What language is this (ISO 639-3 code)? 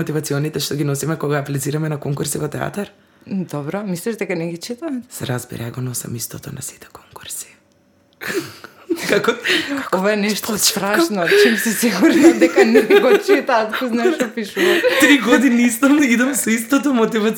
mkd